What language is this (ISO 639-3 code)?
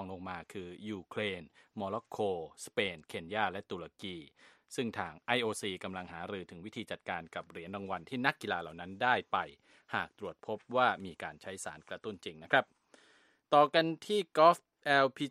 tha